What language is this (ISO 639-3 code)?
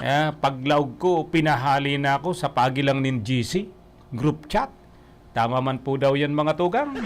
bik